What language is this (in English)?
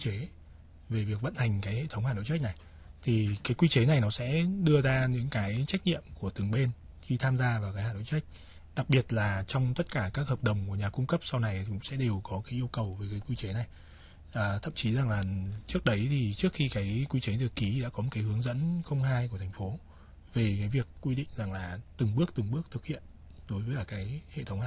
Vietnamese